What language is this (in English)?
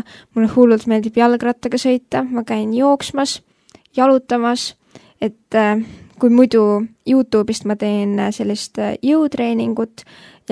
Estonian